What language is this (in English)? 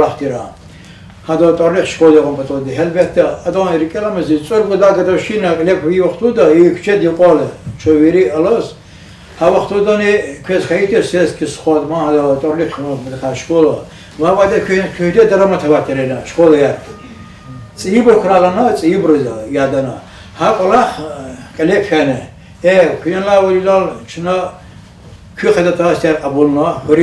Lezghian